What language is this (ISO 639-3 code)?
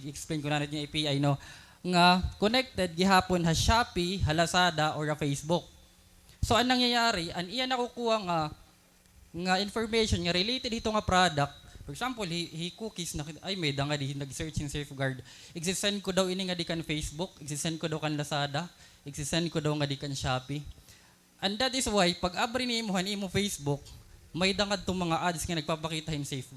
war